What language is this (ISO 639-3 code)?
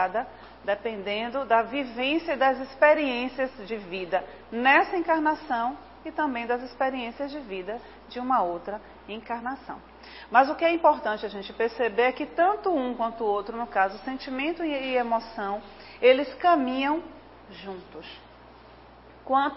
por